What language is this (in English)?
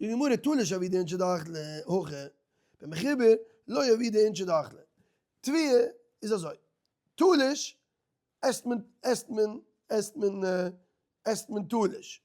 Yiddish